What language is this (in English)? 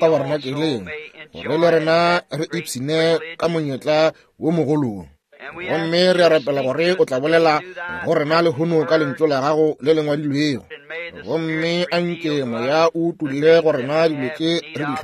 Northern Sotho